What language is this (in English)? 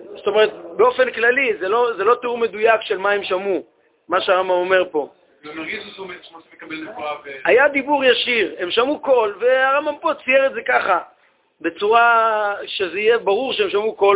Hebrew